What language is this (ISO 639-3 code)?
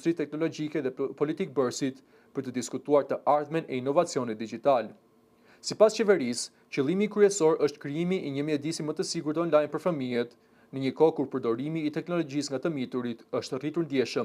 sqi